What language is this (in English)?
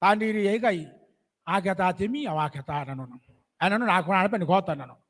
Gilbertese